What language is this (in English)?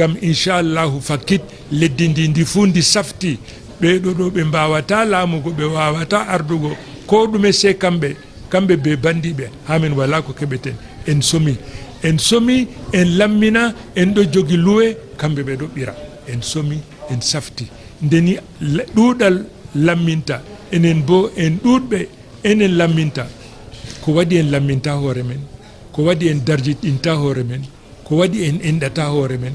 Fula